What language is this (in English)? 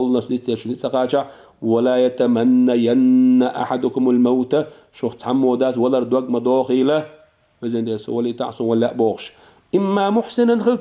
Chechen